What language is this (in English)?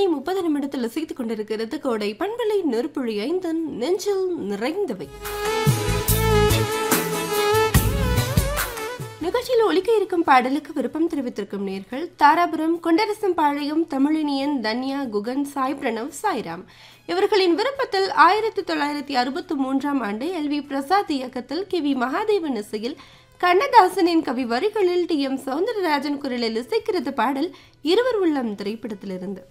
Tamil